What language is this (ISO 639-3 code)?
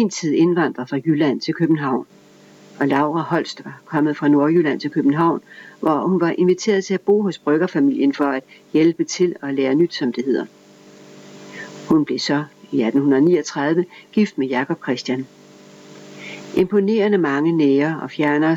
dan